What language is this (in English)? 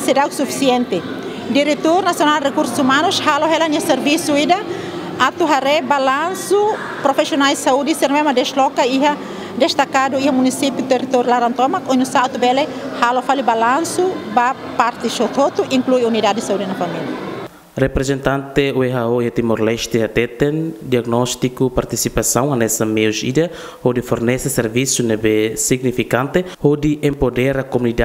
Tetum